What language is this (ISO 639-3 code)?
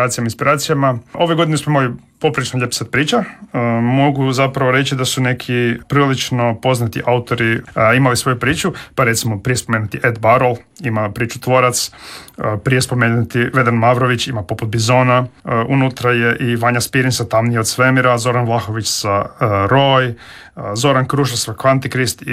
hrv